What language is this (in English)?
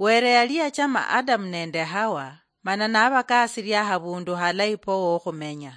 Luyia